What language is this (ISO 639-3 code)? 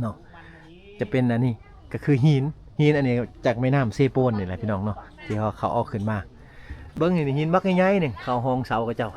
lao